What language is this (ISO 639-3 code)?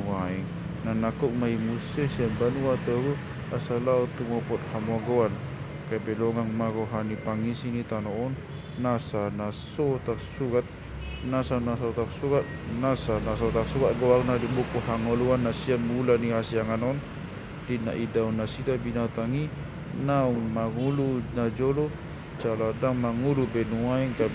bbc